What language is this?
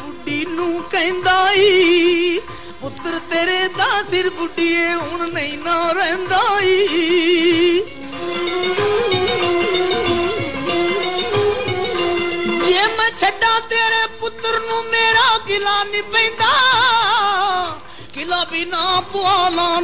Punjabi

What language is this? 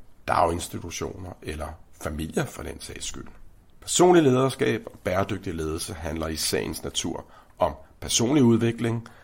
Danish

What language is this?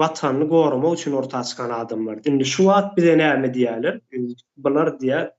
Turkmen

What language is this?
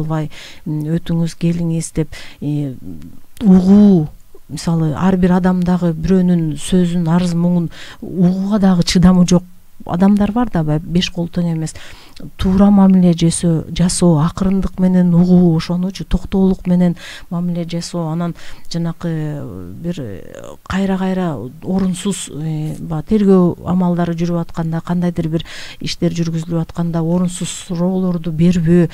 Kyrgyz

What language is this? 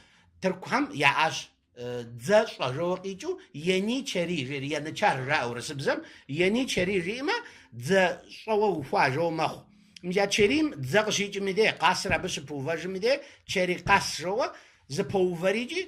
Kabardian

